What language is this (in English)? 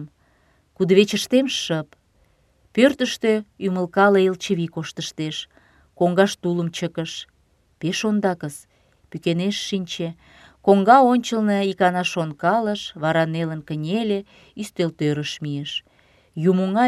Mari